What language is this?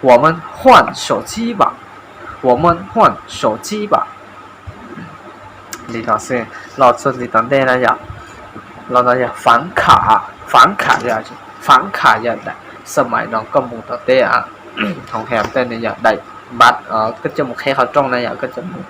Hmong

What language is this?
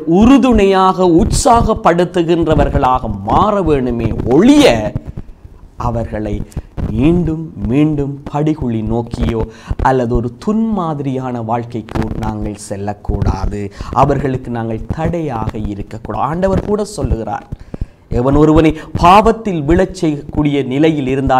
Tamil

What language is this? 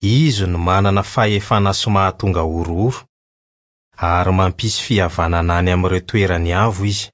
Malagasy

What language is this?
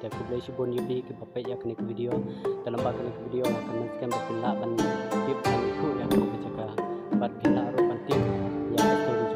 Khasi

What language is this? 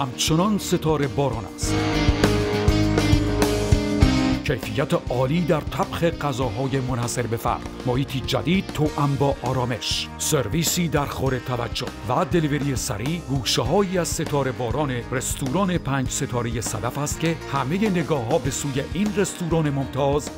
Persian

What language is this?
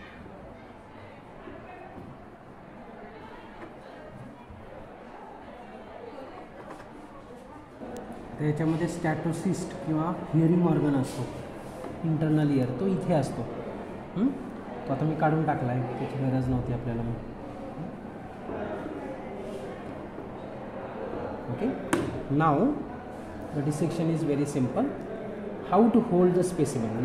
Marathi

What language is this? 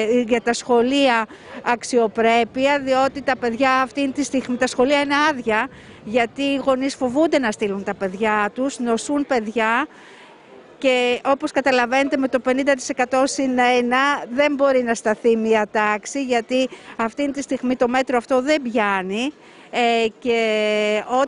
Greek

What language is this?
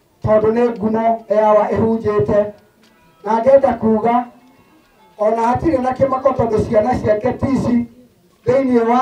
Kikuyu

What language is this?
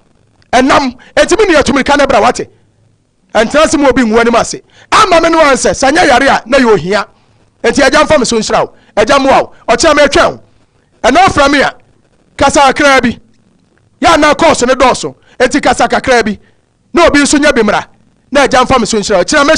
Akan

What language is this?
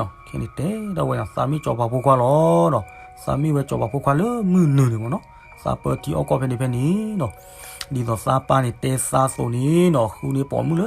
S'gaw Karen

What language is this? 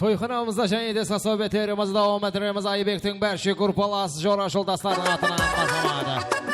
Kara-Kalpak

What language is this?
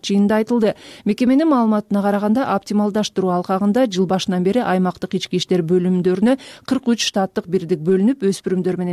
Kyrgyz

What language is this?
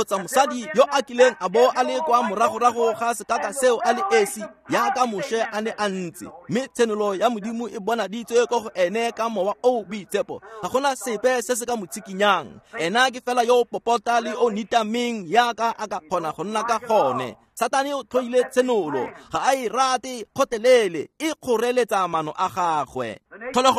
Tswana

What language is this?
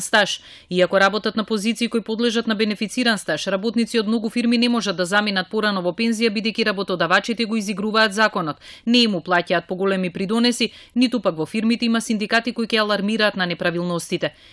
Macedonian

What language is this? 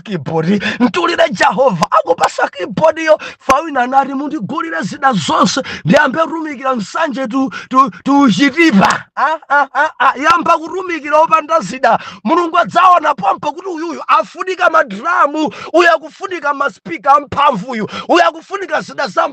Nyanja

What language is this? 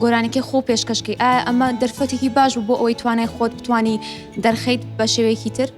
Kurdish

